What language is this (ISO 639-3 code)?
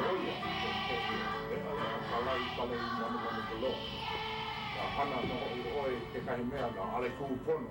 haw